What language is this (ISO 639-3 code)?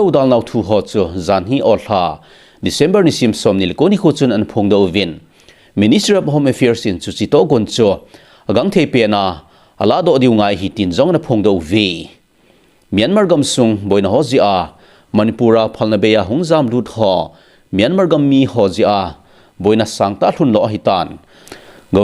tcz